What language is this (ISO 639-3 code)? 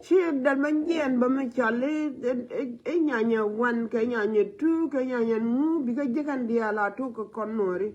nus